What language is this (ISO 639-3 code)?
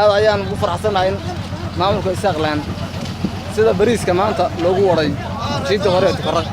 som